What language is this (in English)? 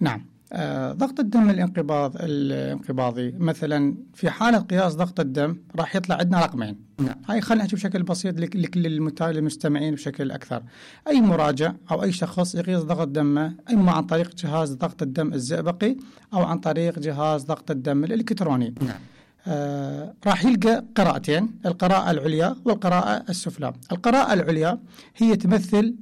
Mesopotamian Arabic